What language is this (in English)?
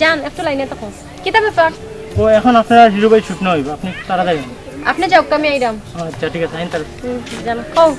Sylheti